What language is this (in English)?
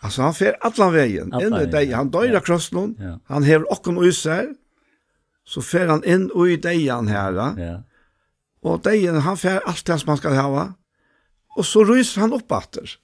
Faroese